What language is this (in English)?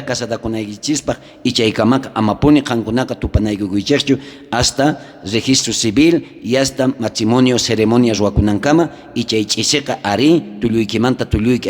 South Bolivian Quechua